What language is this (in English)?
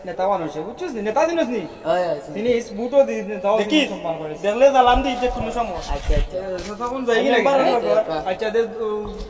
Sylheti